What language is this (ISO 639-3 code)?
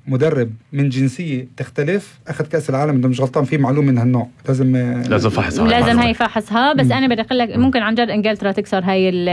apc